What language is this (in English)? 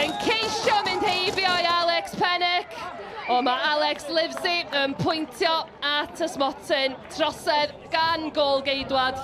Welsh